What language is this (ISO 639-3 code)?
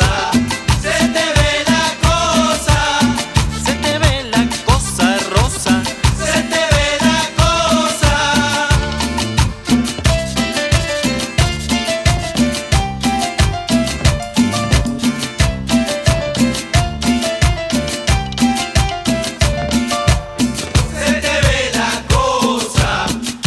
spa